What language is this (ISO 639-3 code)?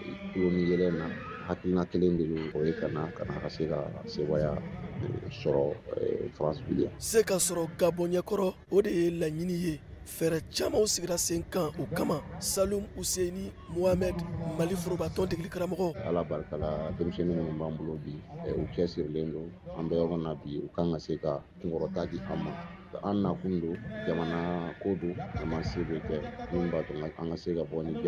bam